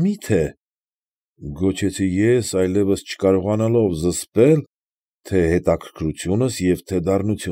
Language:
Armenian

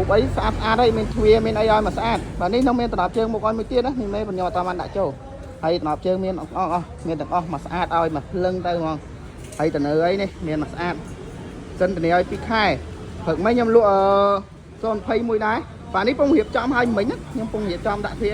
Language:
Khmer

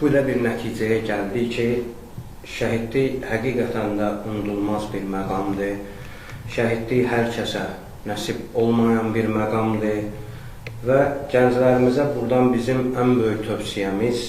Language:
Azerbaijani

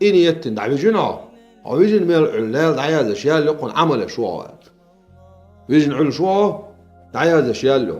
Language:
Chechen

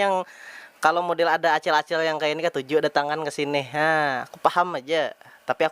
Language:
Banjar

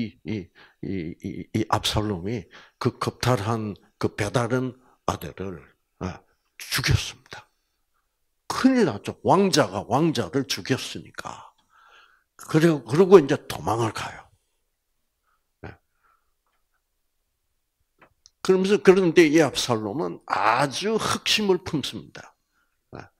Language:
Korean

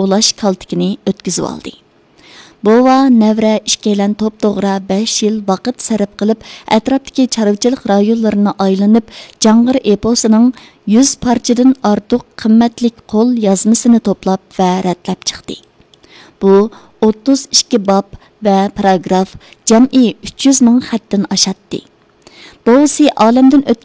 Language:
Uyghur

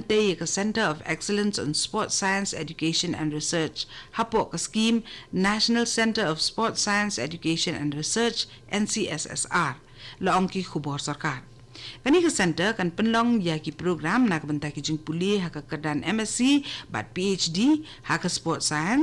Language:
Khasi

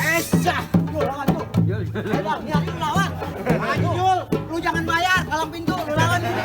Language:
Betawi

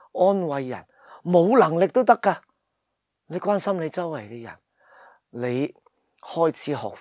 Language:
Cantonese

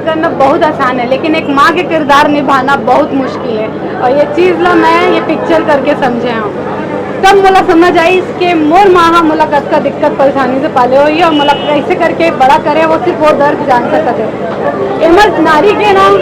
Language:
Chhattisgarhi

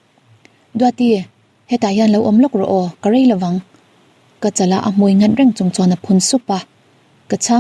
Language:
Mizo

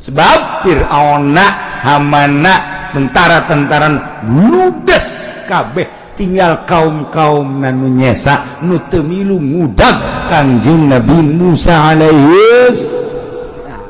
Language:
Sundanese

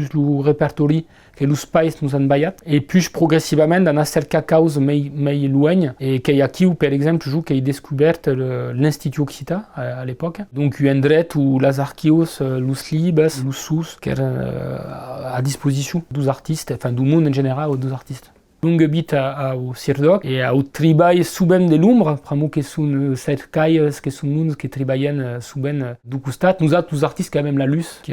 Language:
Occitan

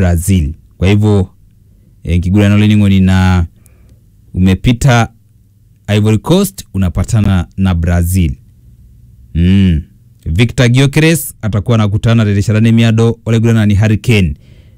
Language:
Swahili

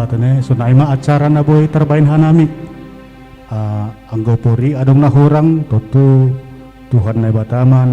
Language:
Batak Simalungun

